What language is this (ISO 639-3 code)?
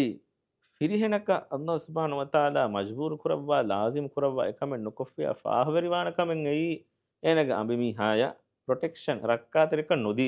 div